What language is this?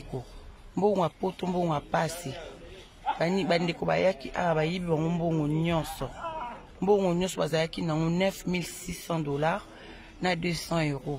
Lingala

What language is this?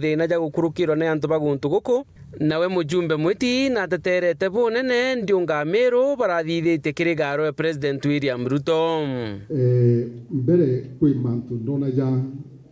Meru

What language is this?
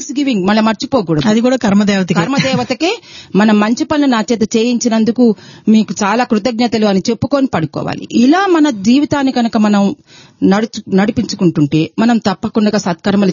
Telugu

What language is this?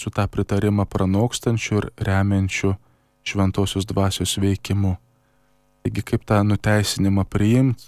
Lithuanian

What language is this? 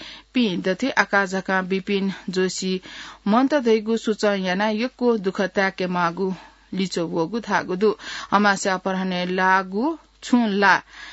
Newari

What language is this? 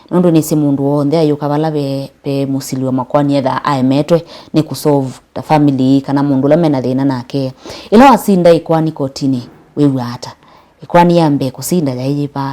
Kamba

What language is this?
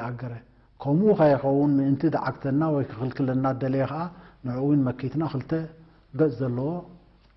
Tigrinya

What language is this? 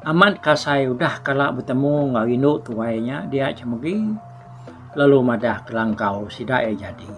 Iban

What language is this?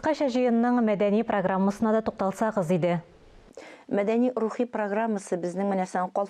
Tatar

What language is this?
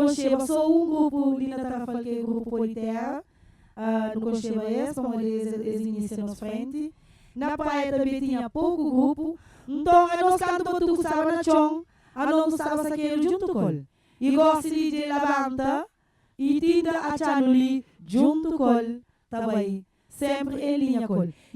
Kabuverdianu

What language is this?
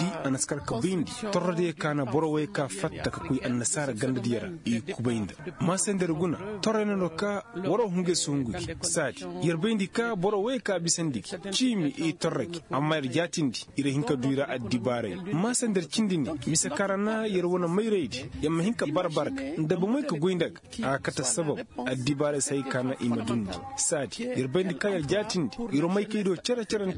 Koyraboro Senni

